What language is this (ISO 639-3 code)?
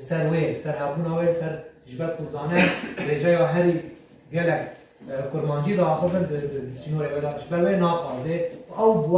kur